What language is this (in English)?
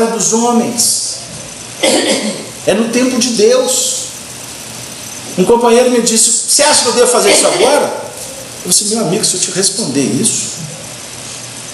Portuguese